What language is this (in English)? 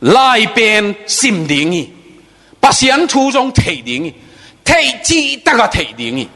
Tedim Chin